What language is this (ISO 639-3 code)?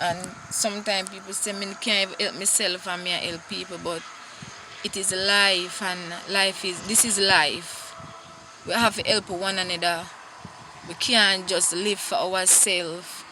jam